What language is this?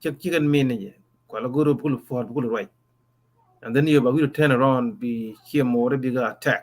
Nuer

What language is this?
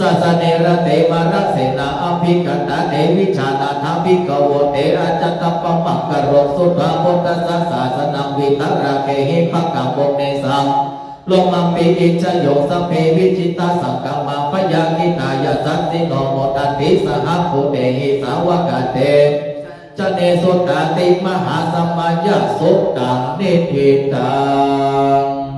Pali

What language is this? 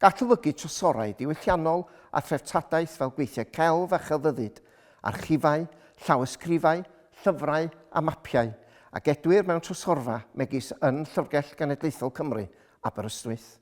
Welsh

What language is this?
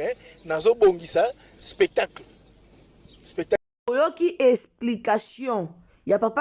Lingala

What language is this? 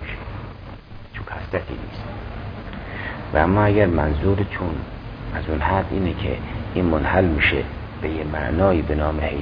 Persian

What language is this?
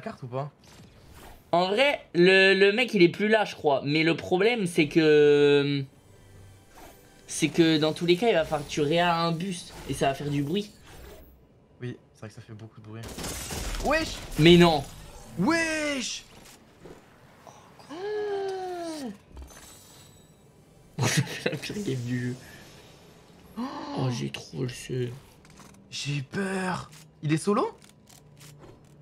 French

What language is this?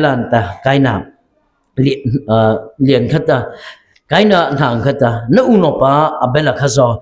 Mara Chin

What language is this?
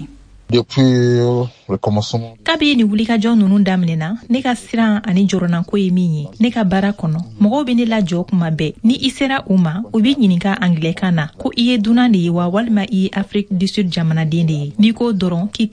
Bambara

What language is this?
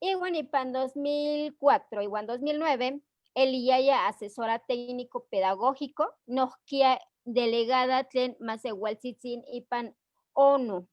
Eastern Huasteca Nahuatl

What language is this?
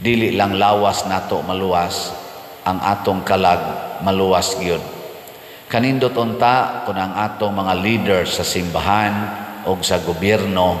Cebuano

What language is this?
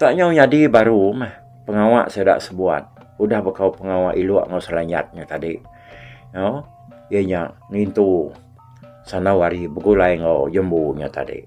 Iban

